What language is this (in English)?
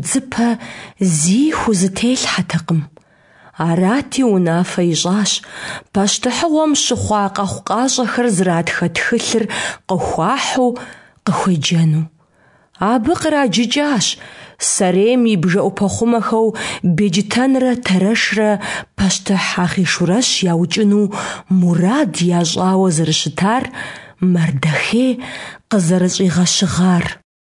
Kabardian